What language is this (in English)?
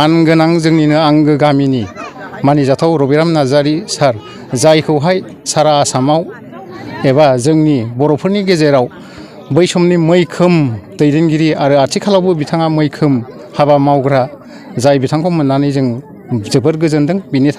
Bodo